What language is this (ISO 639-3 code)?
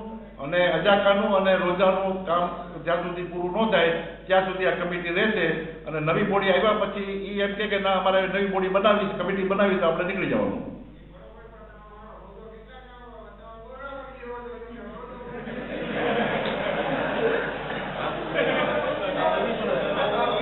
guj